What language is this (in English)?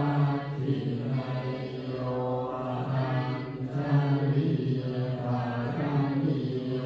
Pali